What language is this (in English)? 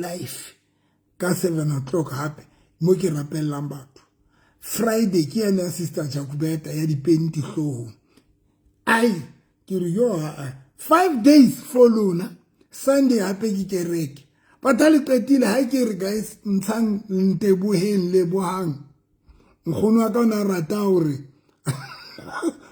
Southern Sotho